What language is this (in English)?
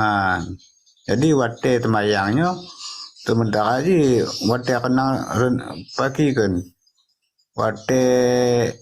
Achinese